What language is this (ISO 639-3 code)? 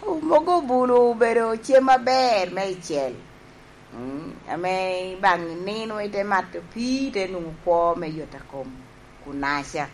laj